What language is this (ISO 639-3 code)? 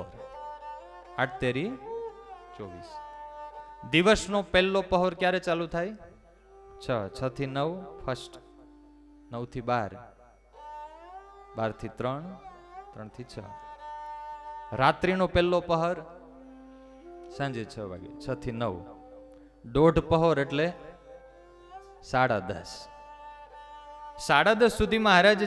guj